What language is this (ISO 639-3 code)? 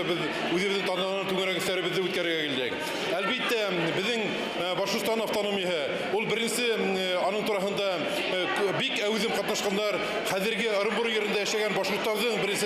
bak